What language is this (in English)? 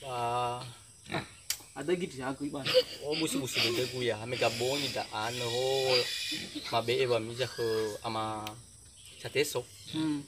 Nias